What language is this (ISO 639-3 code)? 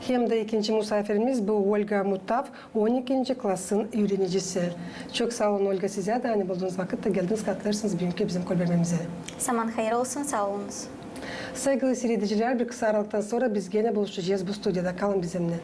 gag